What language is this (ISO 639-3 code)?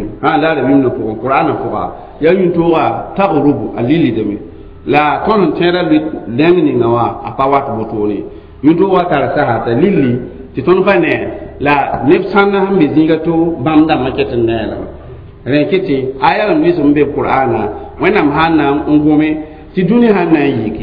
mos